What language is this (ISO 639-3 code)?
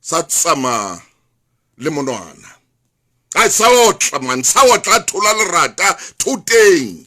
sot